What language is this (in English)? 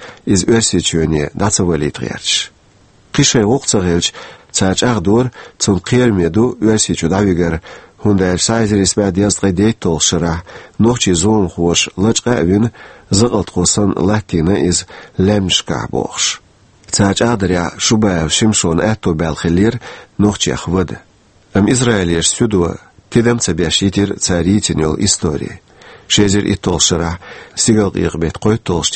Chechen